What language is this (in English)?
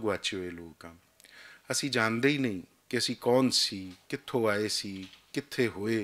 Western Panjabi